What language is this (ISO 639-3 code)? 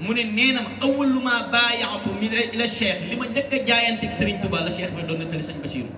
wol